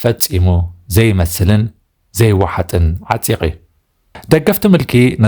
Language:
Tigrinya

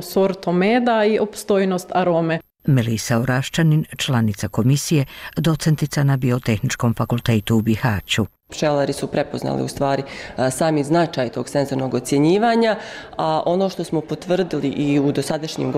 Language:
Bosnian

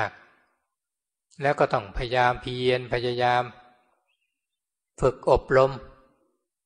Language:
Thai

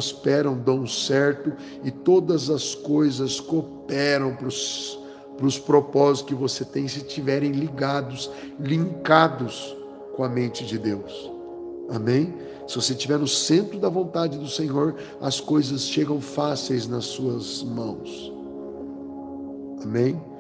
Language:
Portuguese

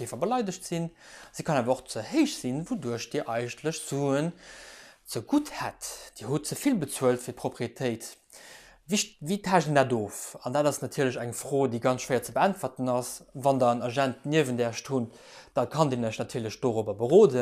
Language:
Luxembourgish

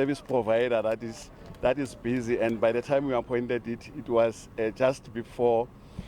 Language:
Southern Sotho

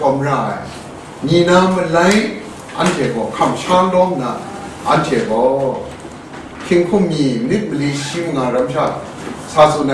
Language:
Kachin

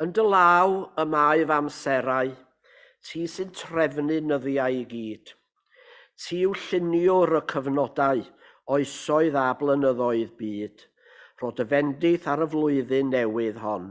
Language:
Welsh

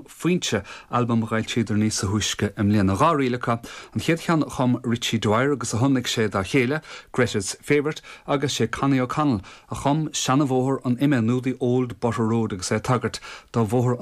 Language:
Irish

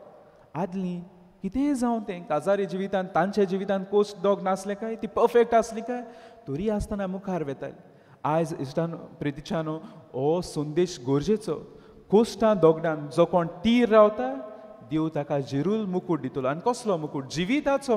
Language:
Konkani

